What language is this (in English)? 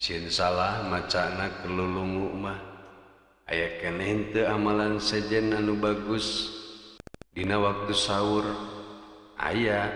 Sundanese